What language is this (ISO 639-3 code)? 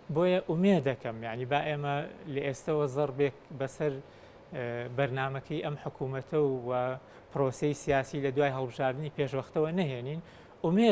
ckb